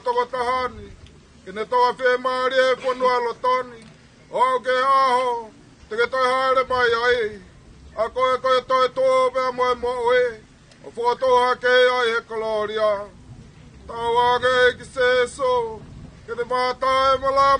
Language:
Tongan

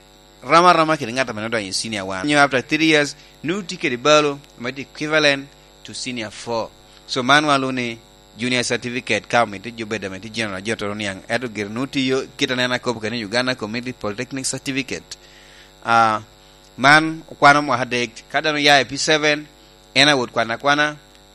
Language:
Lango (Uganda)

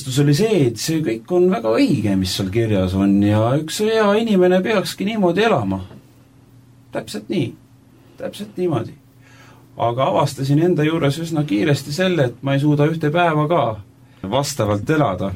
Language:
Estonian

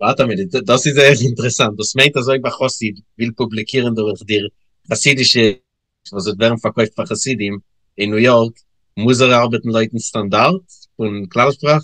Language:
Yiddish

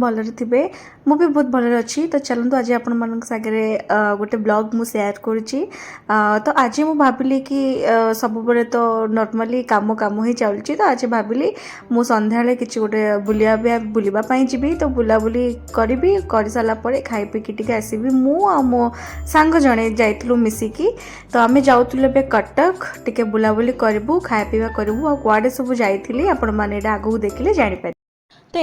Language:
Odia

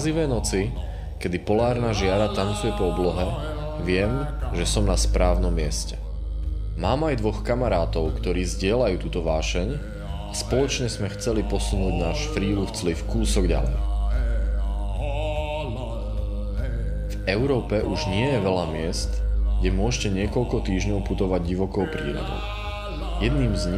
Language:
Slovak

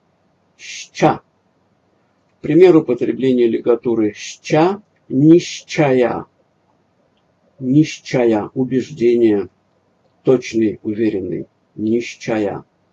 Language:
Russian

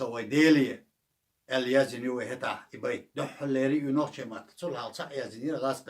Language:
Chechen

